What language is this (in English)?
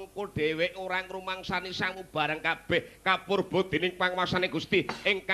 Javanese